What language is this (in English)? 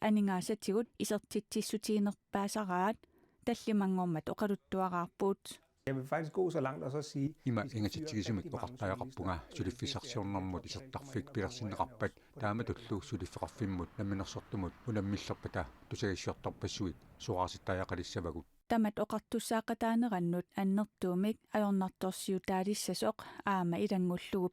Kalaallisut